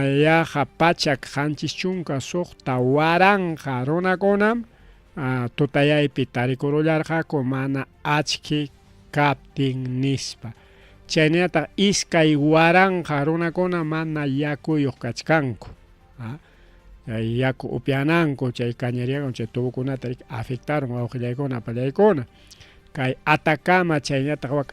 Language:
Ayacucho Quechua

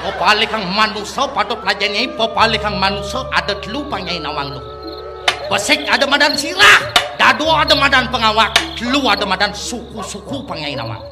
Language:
Balinese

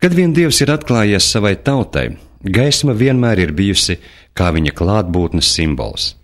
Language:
Latvian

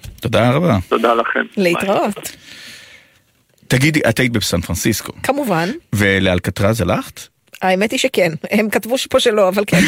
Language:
Hebrew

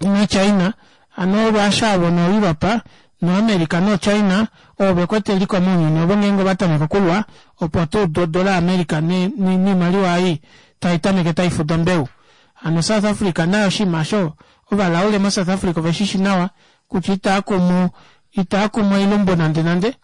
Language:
Kuanyama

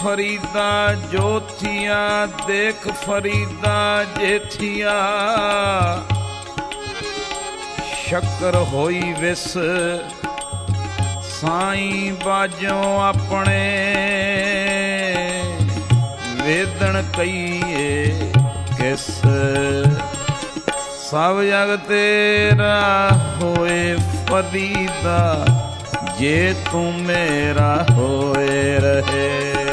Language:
Punjabi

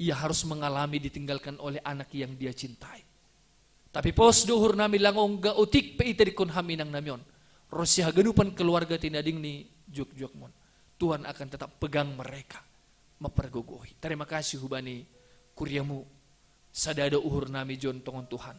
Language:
Batak Simalungun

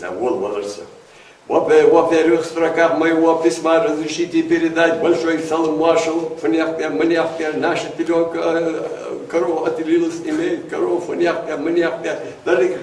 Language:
Ingush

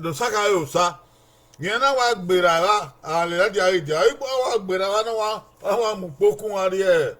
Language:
Bini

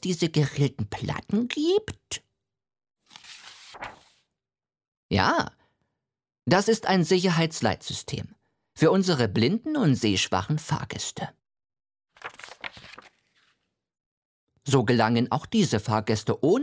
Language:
German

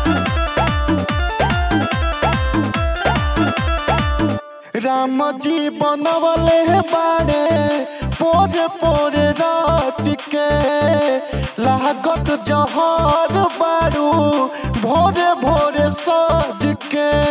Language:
Bhojpuri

